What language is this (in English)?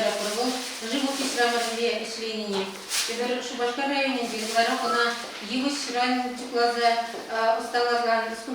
Chuvash